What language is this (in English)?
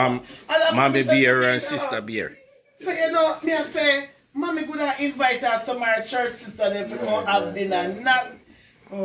Jamaican Creole English